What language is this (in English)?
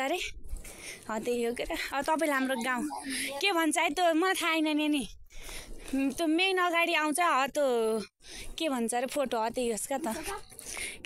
Nepali